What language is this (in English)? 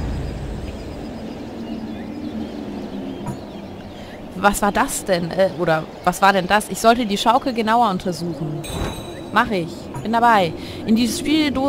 German